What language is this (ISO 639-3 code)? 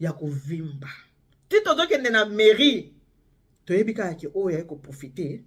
lin